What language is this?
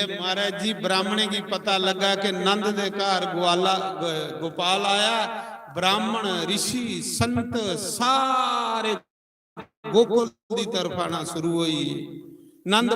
Dogri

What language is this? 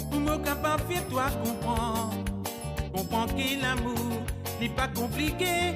Morisyen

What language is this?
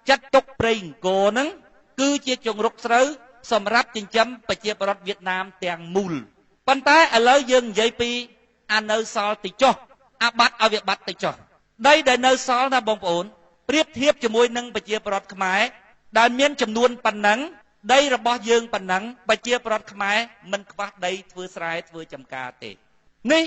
Khmer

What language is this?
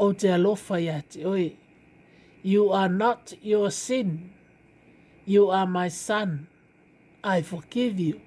Samoan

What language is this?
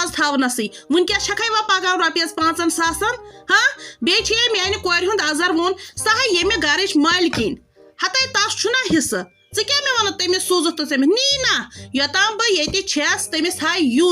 Kashmiri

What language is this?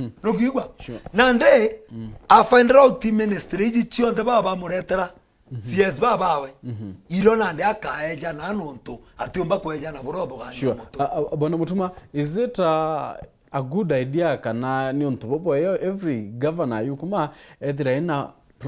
Meru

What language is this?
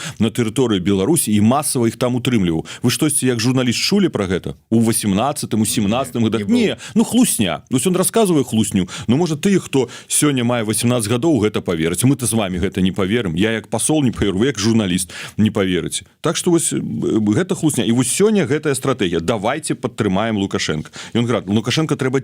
Belarusian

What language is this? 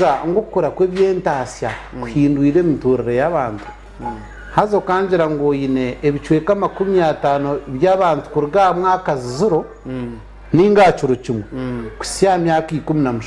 Nyankole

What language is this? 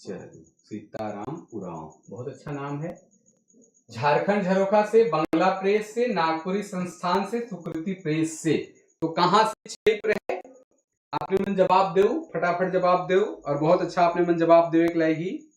Sadri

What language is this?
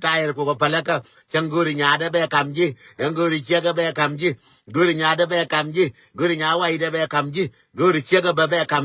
Nuer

